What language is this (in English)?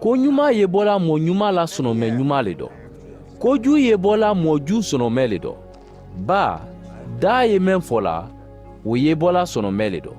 Mandingo